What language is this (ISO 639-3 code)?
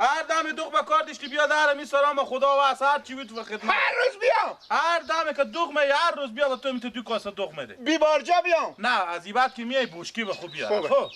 fas